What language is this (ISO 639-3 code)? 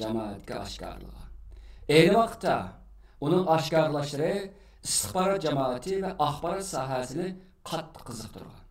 uig